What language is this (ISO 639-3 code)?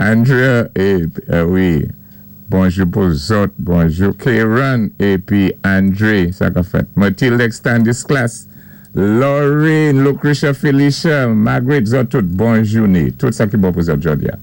acf